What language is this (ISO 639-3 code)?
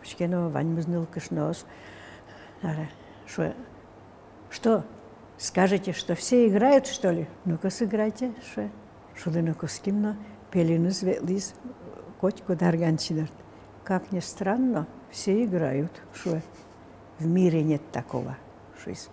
udm